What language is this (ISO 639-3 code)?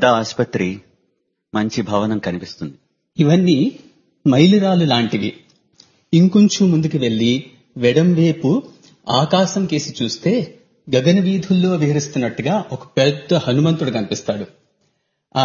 tel